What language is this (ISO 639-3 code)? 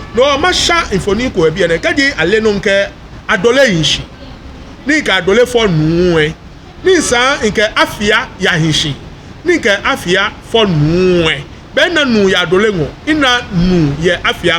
gaa